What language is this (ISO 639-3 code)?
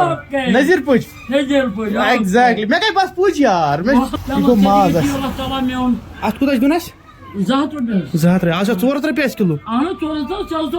kas